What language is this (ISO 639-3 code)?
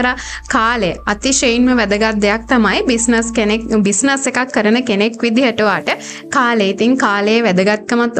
sin